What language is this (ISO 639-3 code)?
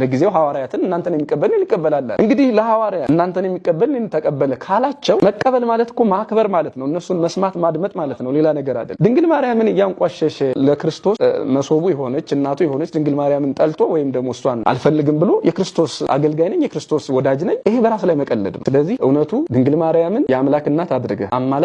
amh